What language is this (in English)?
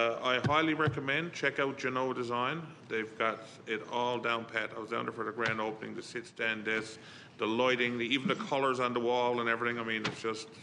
English